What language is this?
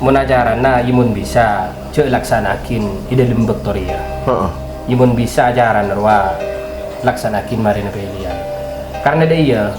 Madurese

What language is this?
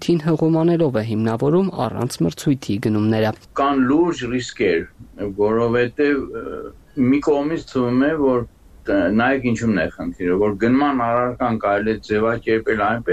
Armenian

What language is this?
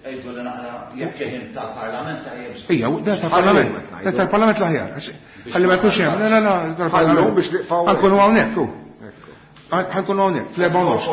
Maltese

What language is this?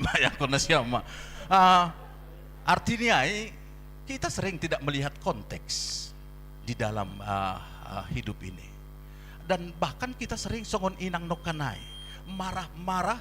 Batak Simalungun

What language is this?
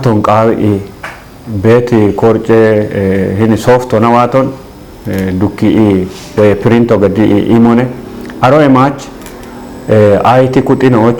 Kafa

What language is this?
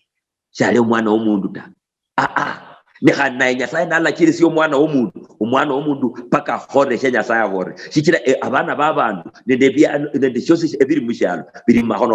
Luyia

